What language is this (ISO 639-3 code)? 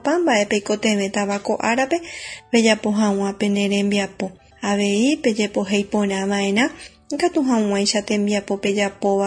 grn